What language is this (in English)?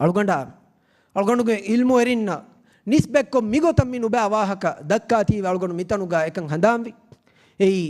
Divehi